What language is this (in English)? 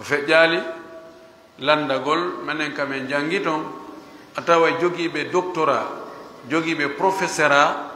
Fula